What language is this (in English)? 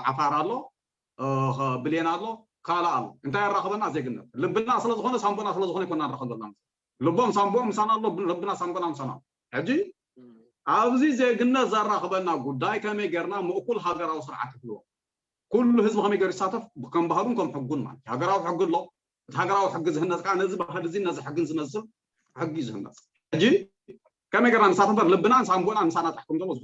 Tigrinya